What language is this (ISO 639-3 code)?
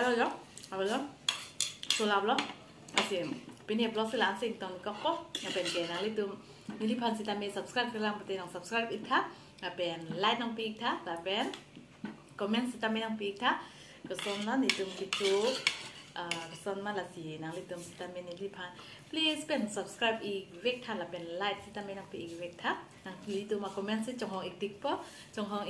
mjw